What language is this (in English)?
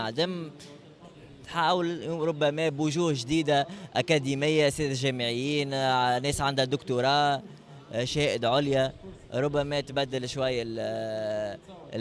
Tunisian Arabic